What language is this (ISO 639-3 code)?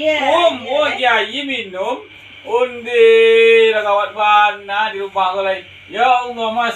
min